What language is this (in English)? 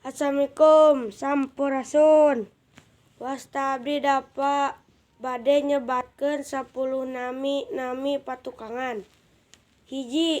Sundanese